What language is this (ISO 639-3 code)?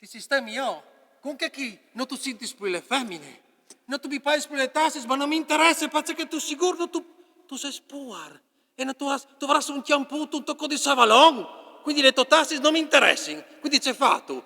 fur